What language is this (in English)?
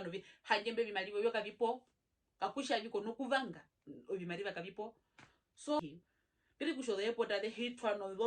Herero